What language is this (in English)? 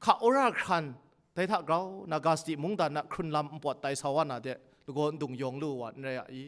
Kachin